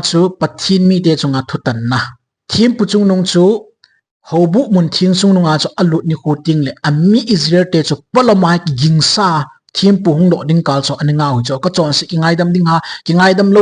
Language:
Thado Chin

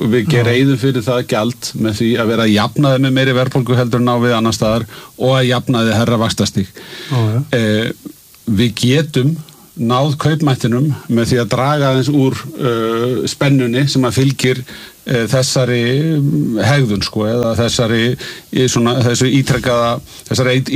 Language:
Icelandic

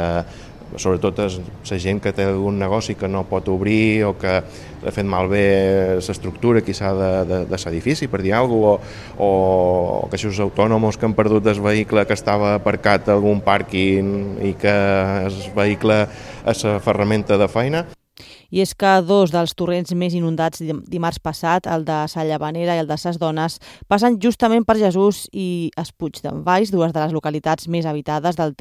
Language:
Catalan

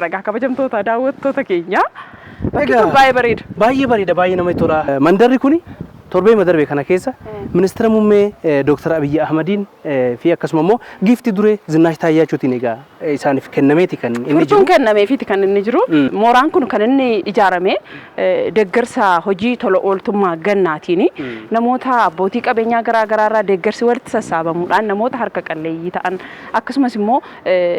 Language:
Oromo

